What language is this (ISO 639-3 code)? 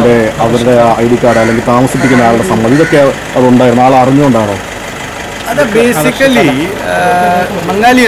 mal